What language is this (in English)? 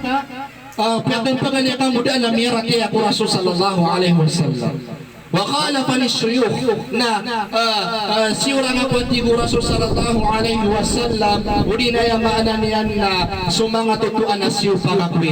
Maranao